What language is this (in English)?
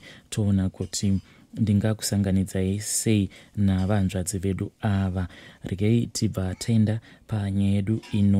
Shona